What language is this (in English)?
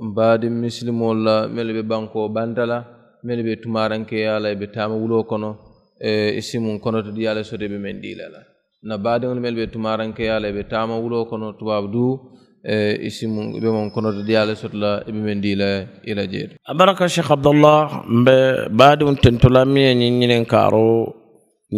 Mandingo